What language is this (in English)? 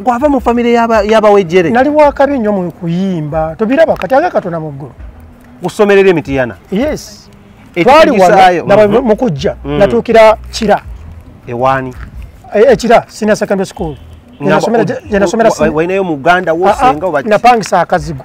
Ganda